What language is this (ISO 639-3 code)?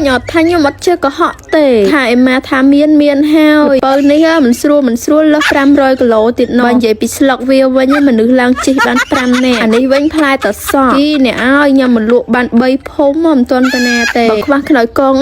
khm